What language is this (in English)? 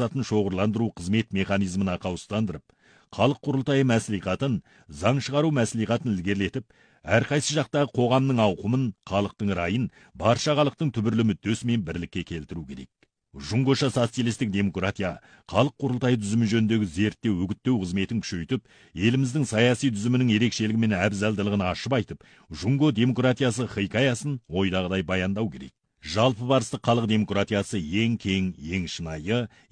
Kazakh